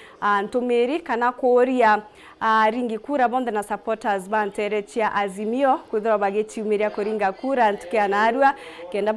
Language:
Meru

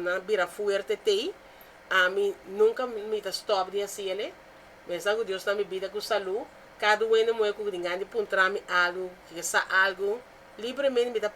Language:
Papiamento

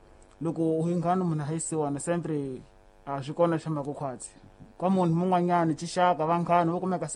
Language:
Tsonga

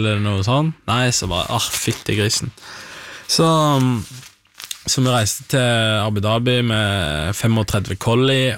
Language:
Norwegian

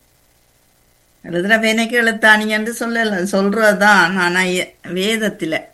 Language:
Tamil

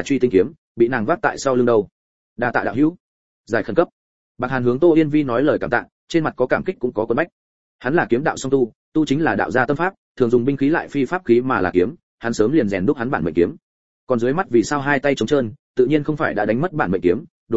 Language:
Vietnamese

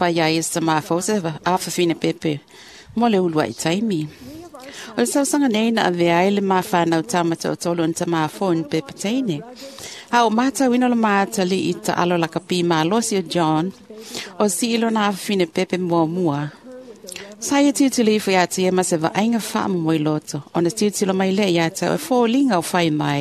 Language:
Samoan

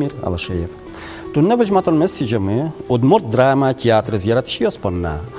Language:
Udmurt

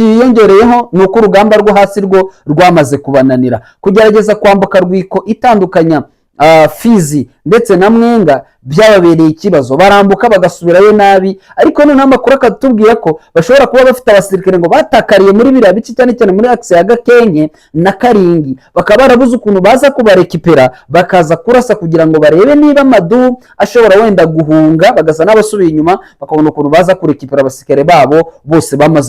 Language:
Kinyarwanda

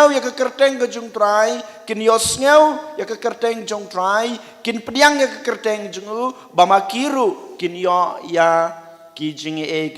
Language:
Khasi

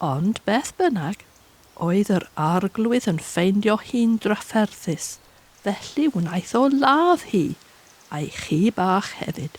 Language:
Welsh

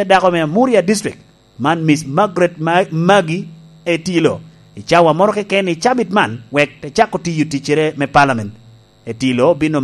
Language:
Lango (Uganda)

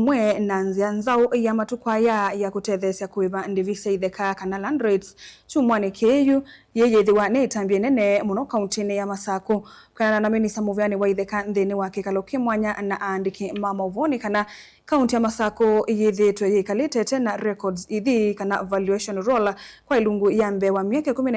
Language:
Kamba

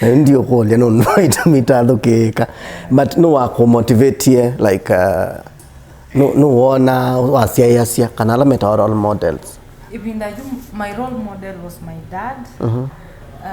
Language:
Kamba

